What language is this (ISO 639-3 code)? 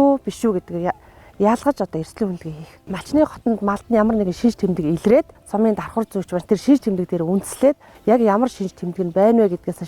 mon